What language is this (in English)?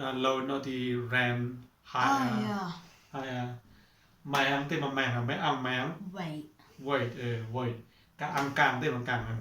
Mon